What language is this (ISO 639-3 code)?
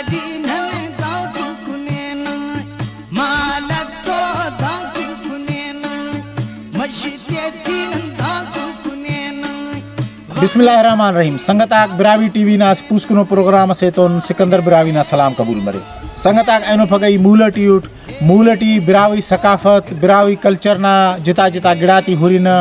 brh